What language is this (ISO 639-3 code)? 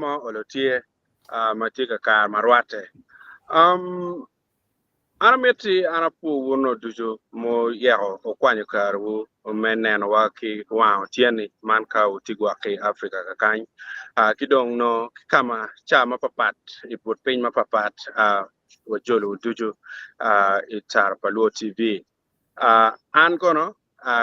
ach